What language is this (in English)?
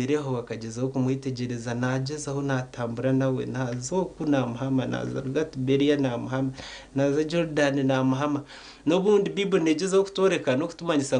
Nyankole